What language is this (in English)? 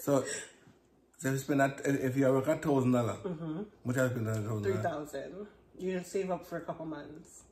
Jamaican Creole English